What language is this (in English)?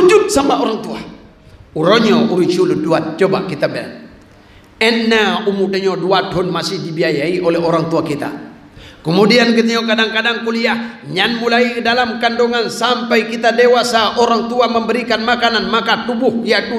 Achinese